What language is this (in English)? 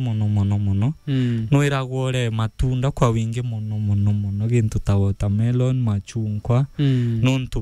Meru